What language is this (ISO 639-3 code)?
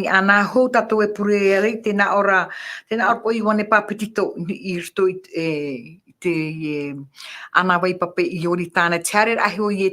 tah